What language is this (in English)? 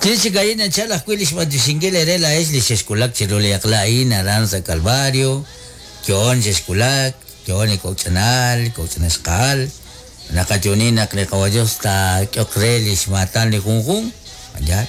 Kekchí